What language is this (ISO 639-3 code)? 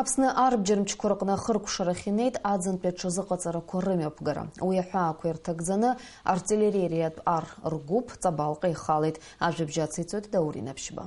abk